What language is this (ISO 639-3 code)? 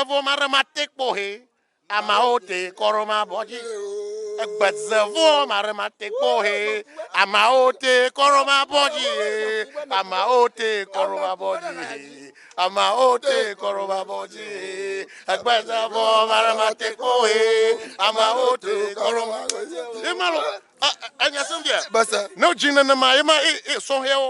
ewe